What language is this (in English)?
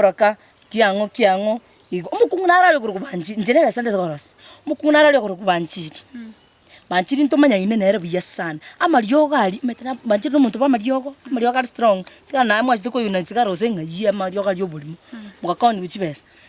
Gusii